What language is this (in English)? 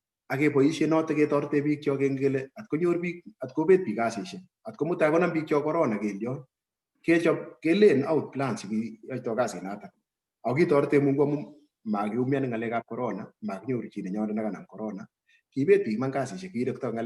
Kalenjin